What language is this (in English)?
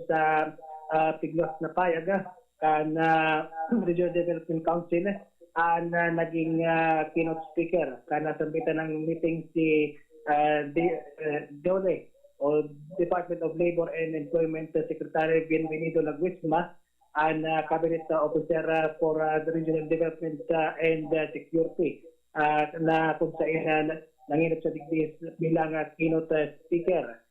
Bikol